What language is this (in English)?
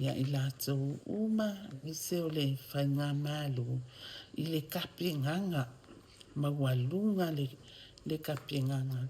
Samoan